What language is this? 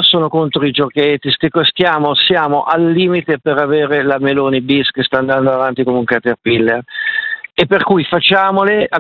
Italian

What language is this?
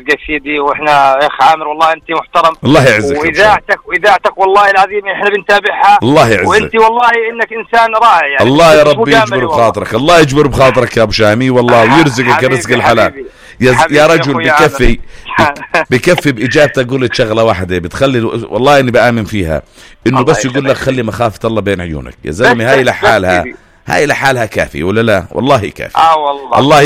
North Levantine Arabic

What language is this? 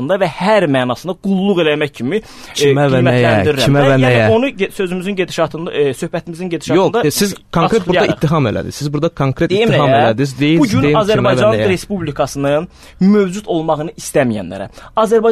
Azerbaijani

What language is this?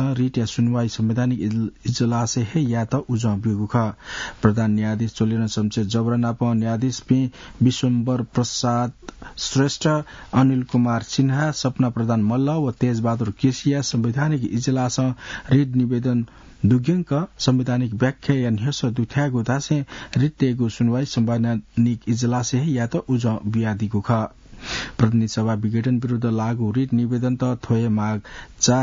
Newari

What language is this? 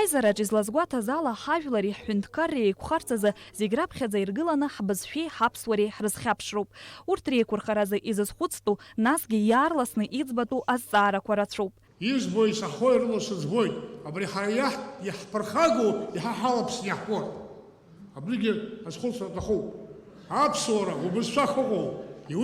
Abkhazian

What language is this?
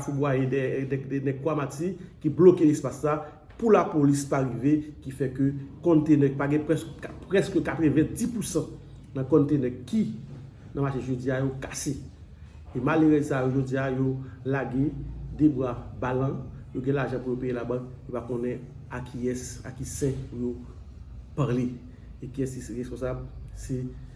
Haitian Creole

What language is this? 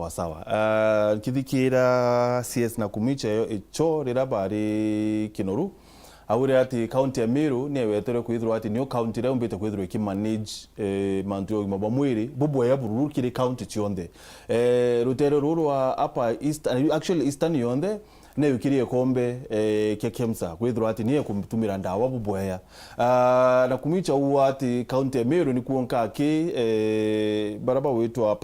Meru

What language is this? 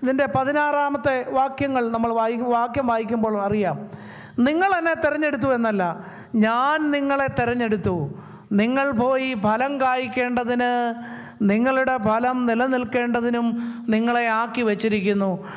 Malayalam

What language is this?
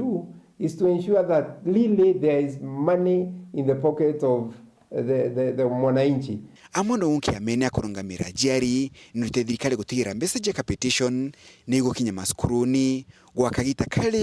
Meru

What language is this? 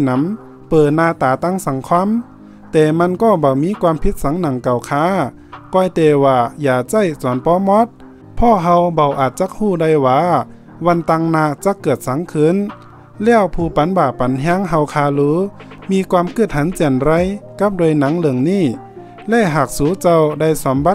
Shan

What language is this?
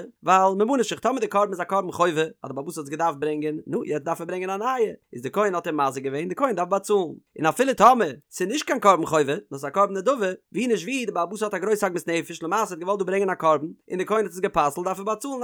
Yiddish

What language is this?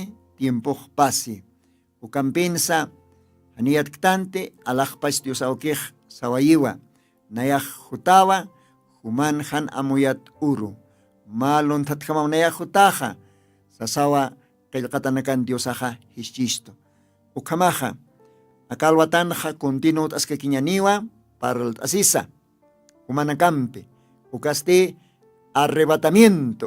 Aymara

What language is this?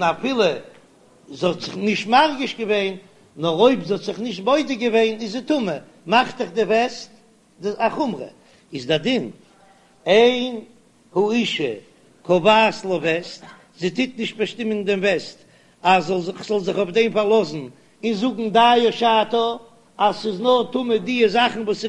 Yiddish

